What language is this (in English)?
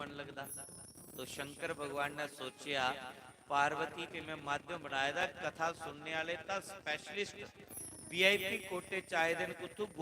Dogri